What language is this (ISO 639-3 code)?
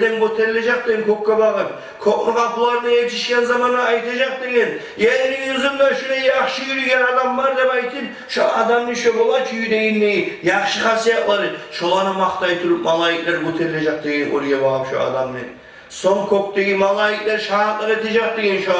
kum